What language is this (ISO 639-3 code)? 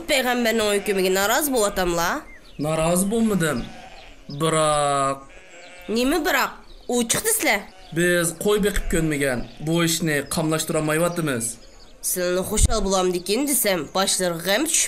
uig